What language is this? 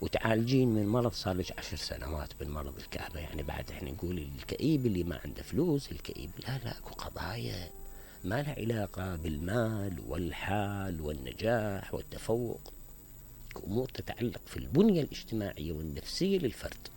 Mesopotamian Arabic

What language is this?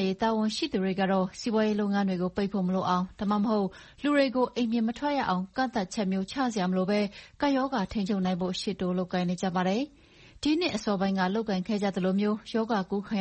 Burmese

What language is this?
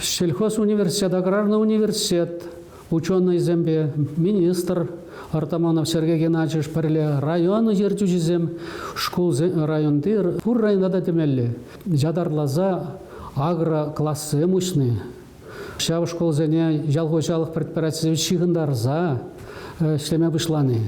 Chuvash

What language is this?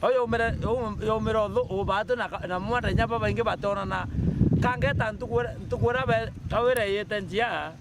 Meru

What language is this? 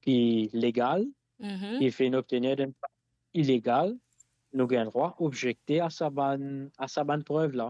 Morisyen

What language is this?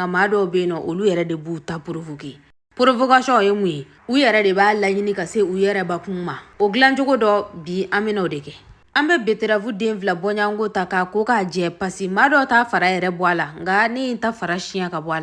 Bambara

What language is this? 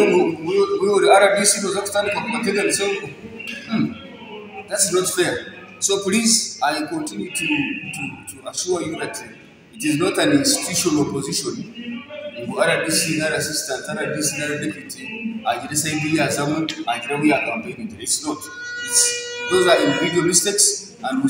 Nyankole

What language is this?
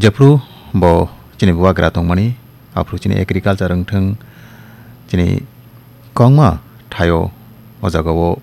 Kok Borok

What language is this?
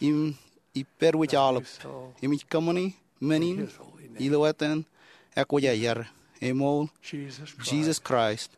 Marshallese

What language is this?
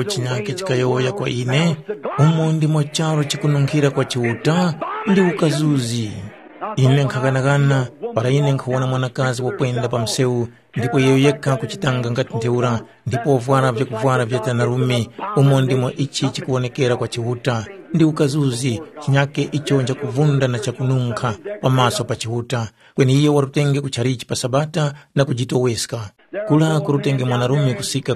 Tumbuka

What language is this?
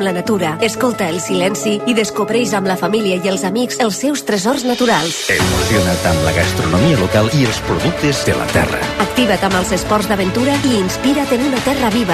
Catalan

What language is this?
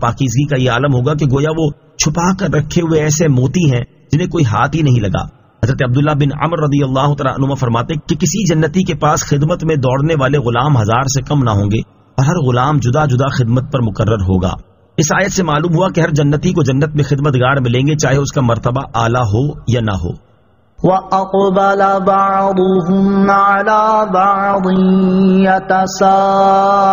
Urdu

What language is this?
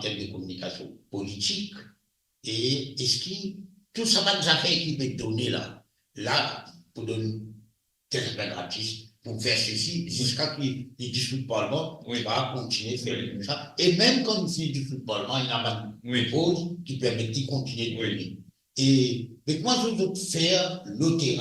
Morisyen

